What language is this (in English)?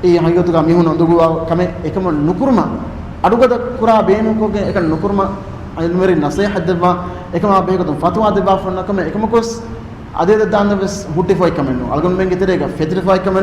Divehi